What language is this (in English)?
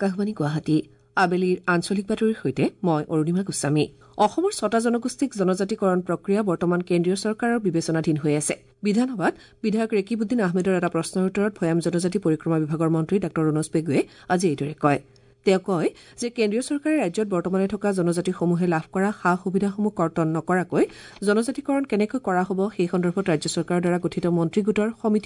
Assamese